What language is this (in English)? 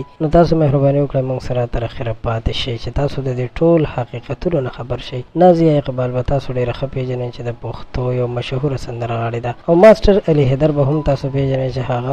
Pashto